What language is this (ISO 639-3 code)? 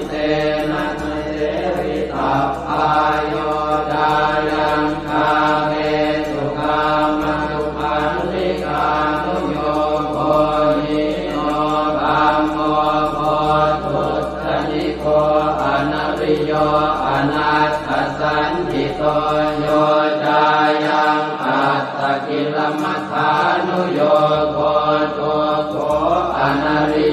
pli